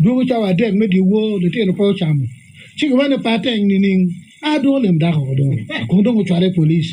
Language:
Acoli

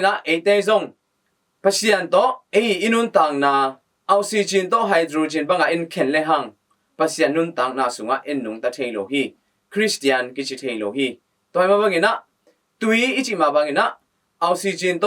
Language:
Tedim Chin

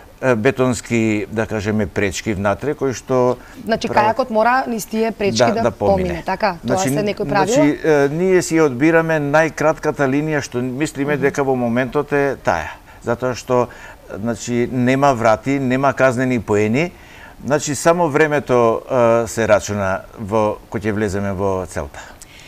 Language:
Macedonian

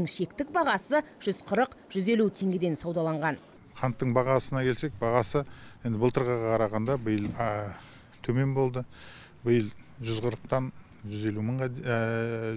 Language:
Kazakh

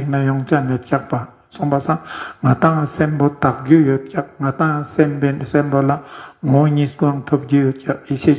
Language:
Ladakhi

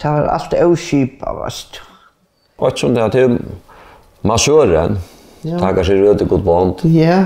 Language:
Faroese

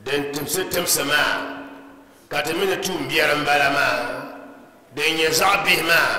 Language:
Dagbani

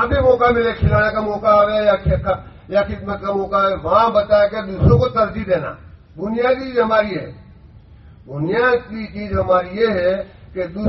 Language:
Urdu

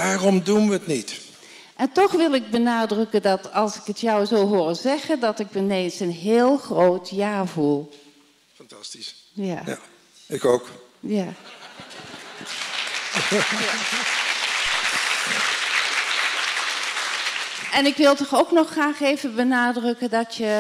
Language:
Dutch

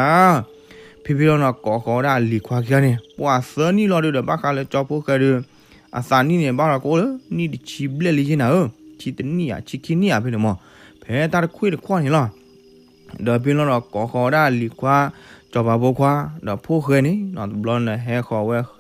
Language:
S'gaw Karen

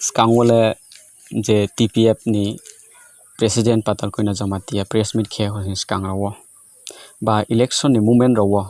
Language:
Riang (India)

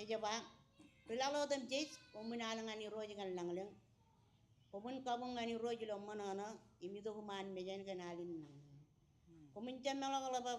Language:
Marshallese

